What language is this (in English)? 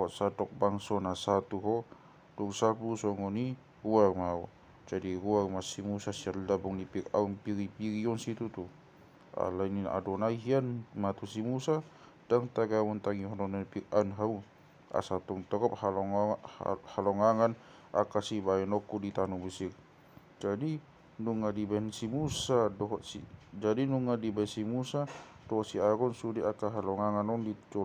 Batak Toba